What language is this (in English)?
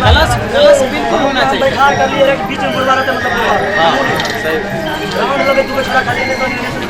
Maithili